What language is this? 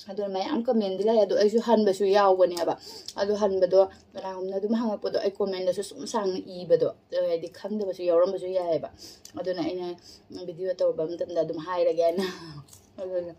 Manipuri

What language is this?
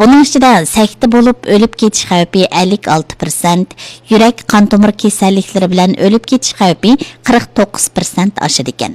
Uyghur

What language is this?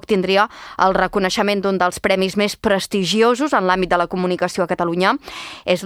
Catalan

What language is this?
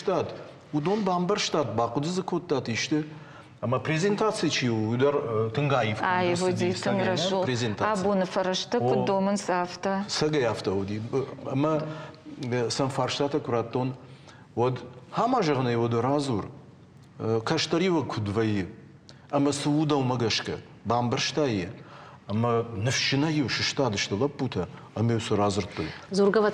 Ossetic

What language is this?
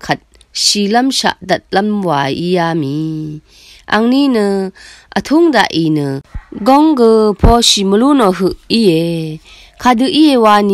Rawang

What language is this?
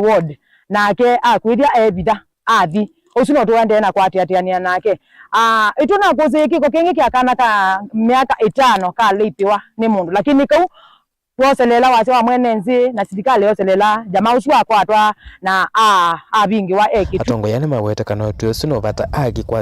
Kamba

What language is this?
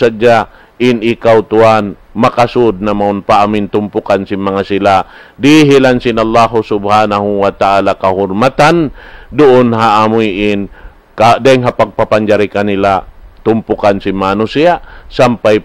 Tausug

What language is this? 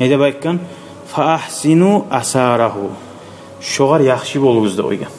Kumyk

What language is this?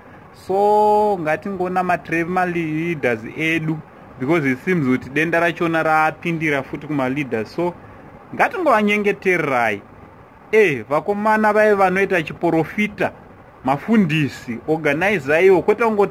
Shona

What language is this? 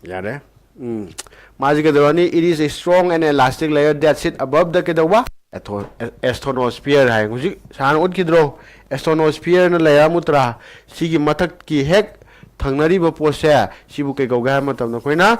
Manipuri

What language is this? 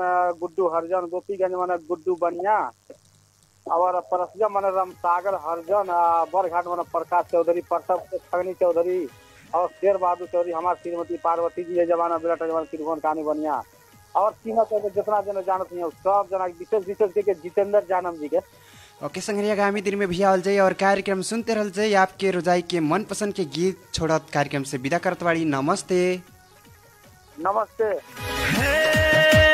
Bhojpuri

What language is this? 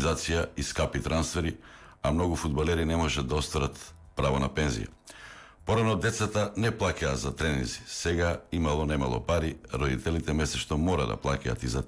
Macedonian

